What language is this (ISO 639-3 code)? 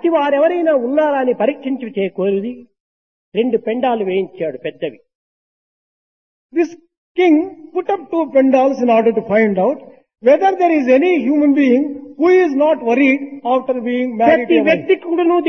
tel